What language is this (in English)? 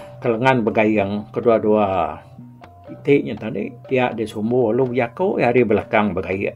Iban